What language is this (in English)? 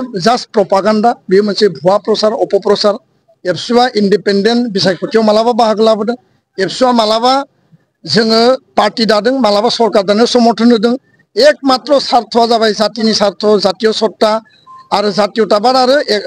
Bodo